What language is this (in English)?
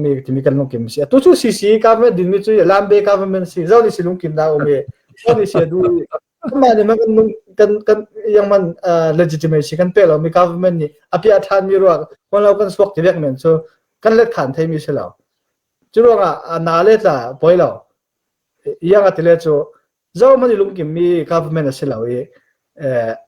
Falam Chin